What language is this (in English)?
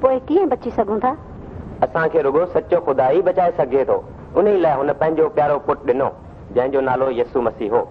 Sindhi